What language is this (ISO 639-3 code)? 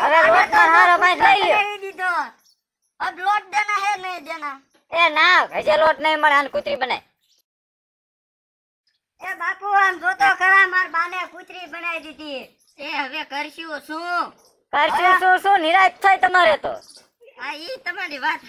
guj